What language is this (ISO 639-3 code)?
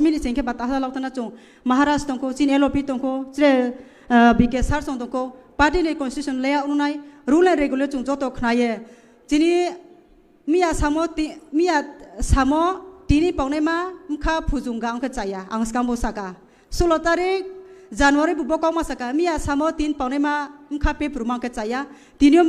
trp